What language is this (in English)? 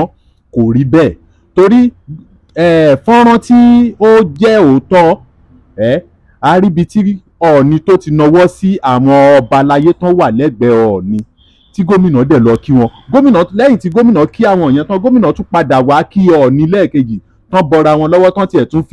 Yoruba